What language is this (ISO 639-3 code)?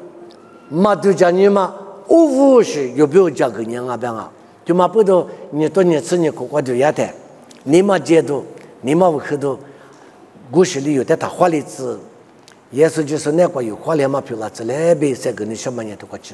lis